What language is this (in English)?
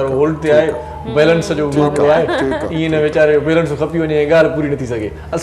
Sindhi